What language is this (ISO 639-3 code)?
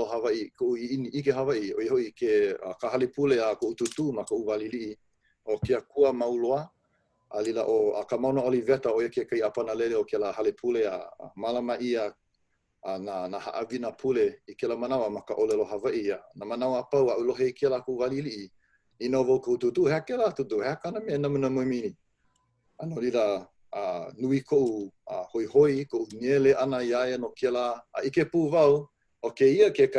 haw